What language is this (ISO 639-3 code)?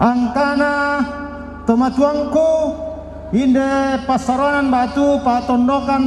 sda